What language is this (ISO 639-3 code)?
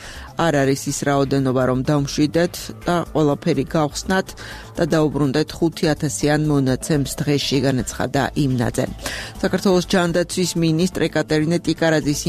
kat